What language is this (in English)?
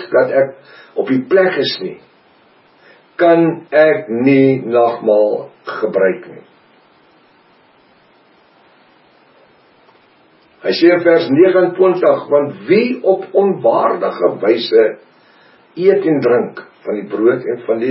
Afrikaans